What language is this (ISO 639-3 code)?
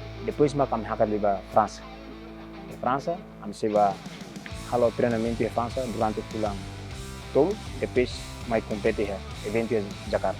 tet